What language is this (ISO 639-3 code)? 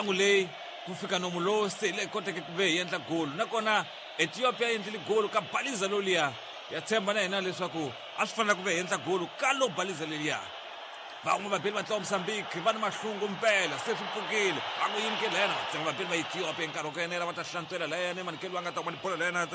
tso